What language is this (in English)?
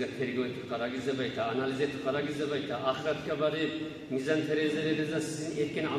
Kumyk